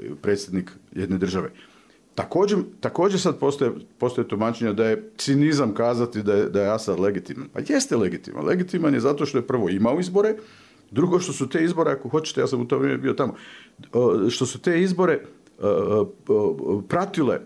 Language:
Bosnian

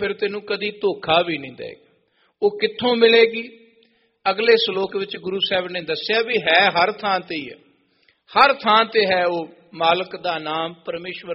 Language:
Punjabi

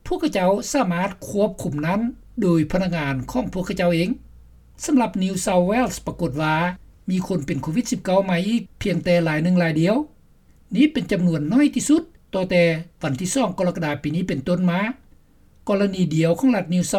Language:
Lao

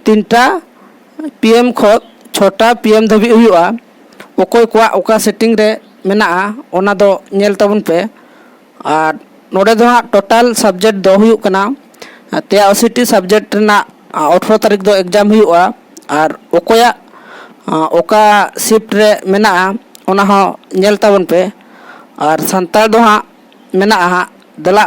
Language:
Santali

